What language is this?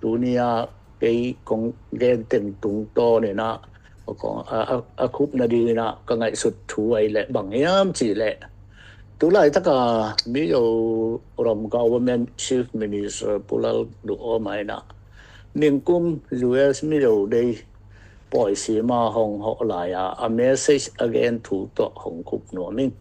Tedim Chin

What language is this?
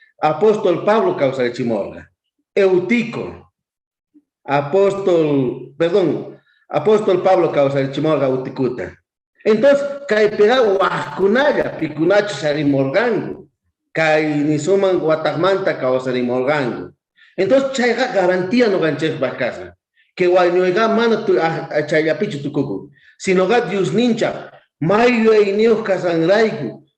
South Bolivian Quechua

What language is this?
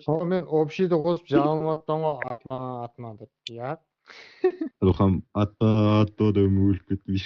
Kara-Kalpak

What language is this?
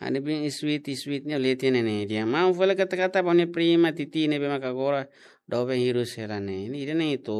Tetum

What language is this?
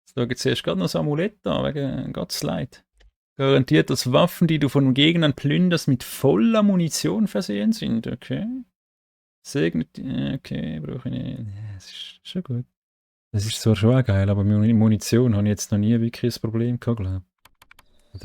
Swiss German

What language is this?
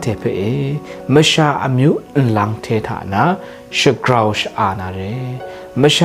Kachin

